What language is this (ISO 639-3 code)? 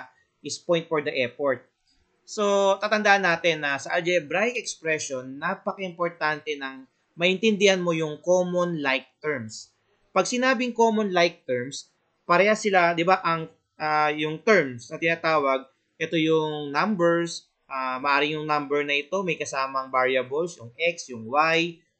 fil